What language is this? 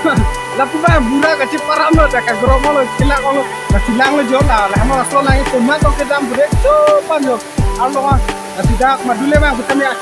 Karbi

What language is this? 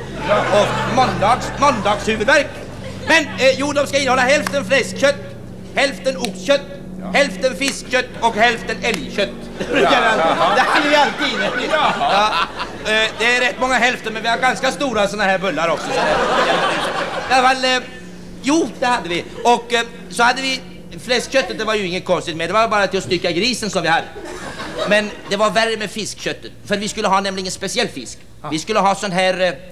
Swedish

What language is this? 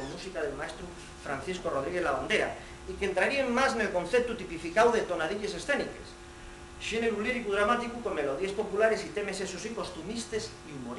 Asturian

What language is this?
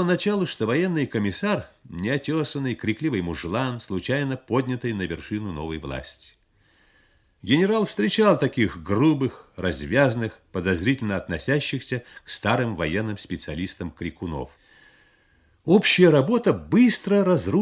Russian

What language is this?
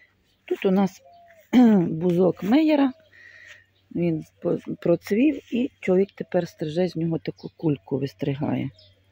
Ukrainian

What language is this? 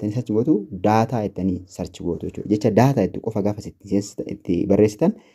Oromo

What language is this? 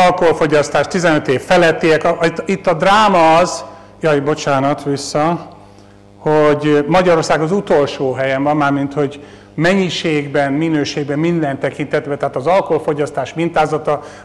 Hungarian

